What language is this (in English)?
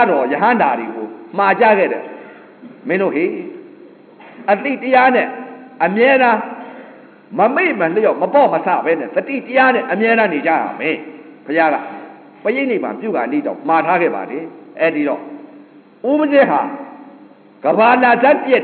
Burmese